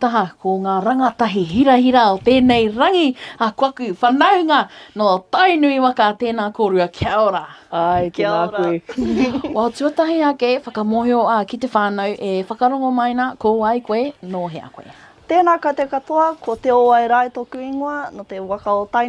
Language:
Māori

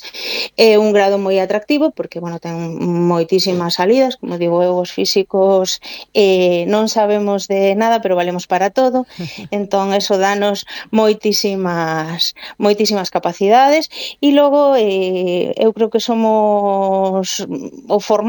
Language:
Galician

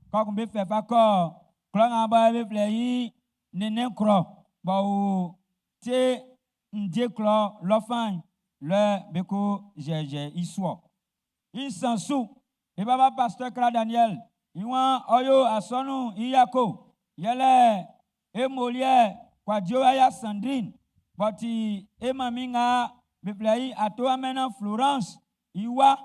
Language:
Baoulé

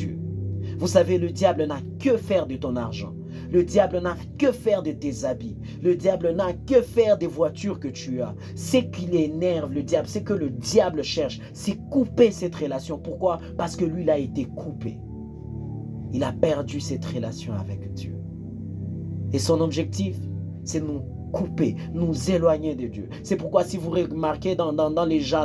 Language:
French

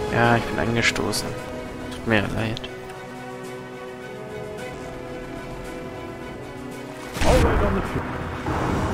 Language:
German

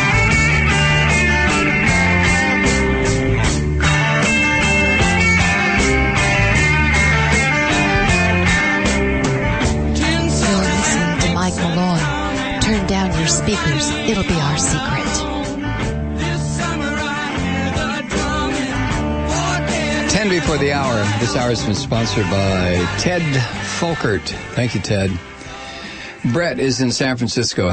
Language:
English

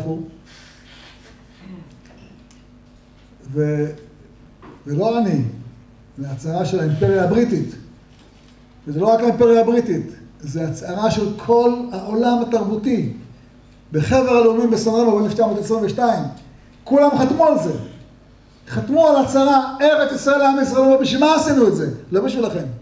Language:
Hebrew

